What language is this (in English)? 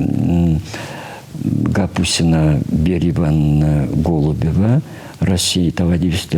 Chuvash